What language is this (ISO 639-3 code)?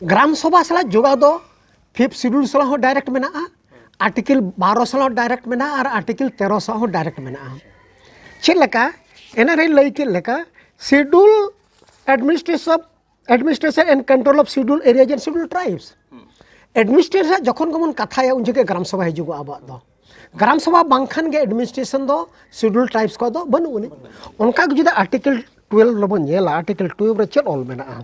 sat